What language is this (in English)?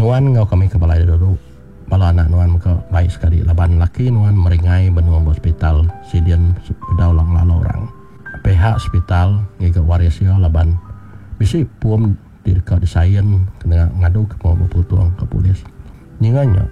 Iban